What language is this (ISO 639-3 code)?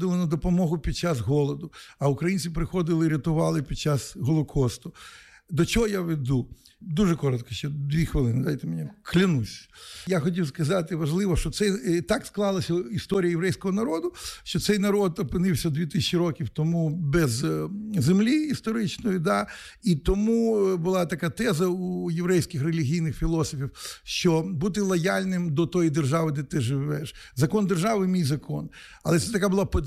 ukr